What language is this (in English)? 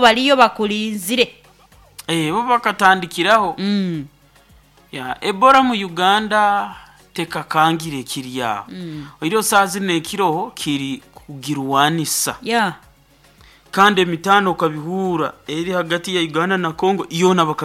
Nyoro